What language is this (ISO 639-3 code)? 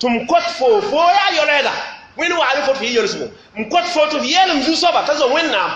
mos